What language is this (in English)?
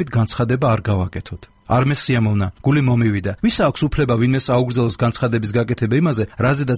Georgian